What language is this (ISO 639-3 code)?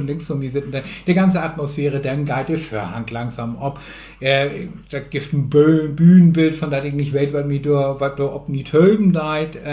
nds